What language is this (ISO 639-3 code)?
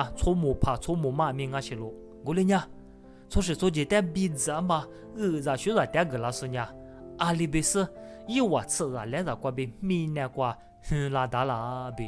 lis